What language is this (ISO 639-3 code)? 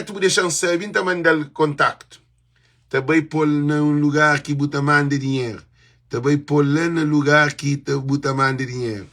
kea